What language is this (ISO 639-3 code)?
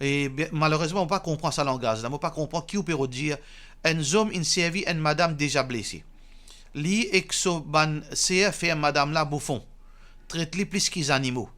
mfe